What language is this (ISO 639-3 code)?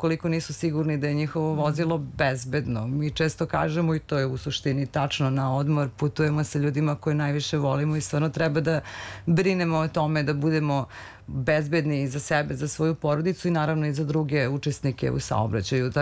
srp